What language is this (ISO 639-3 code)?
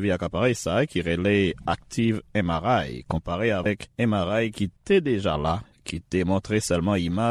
hat